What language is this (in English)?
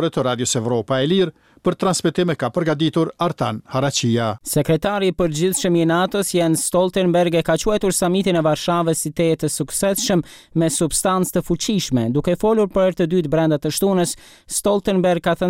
Albanian